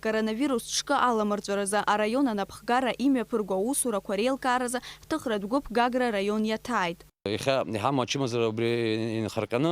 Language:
Abkhazian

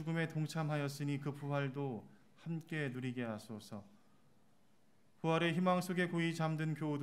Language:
Korean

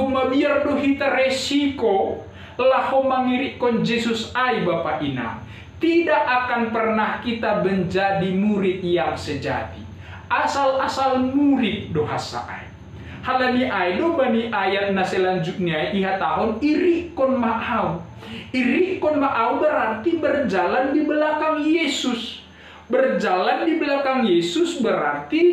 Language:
Batak Simalungun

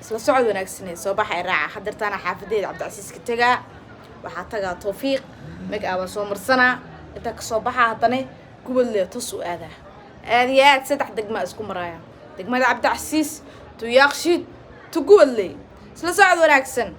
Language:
Somali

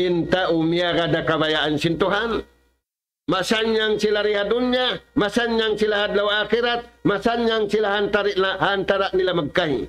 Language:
Tausug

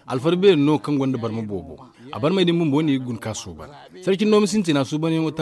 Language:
Zarma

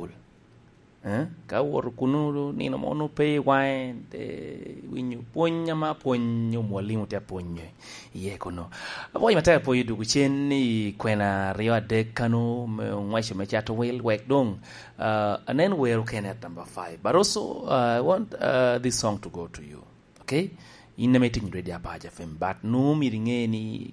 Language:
Lango (Uganda)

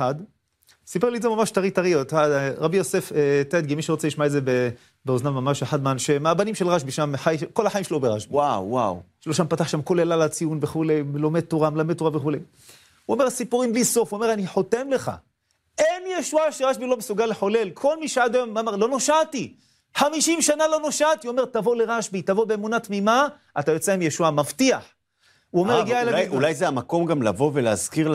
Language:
Hebrew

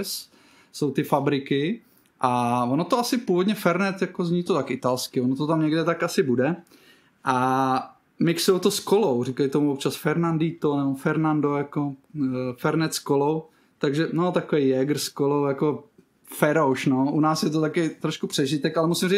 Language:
Czech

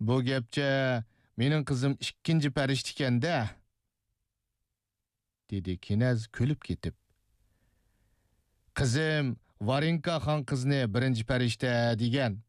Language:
Uyghur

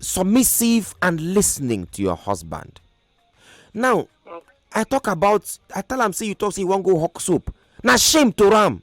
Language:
Nigerian Pidgin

